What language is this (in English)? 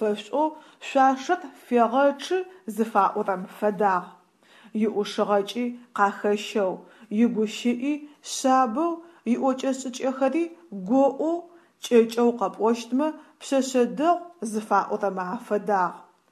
Adyghe